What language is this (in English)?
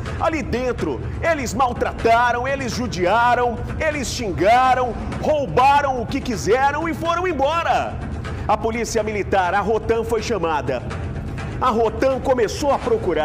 Portuguese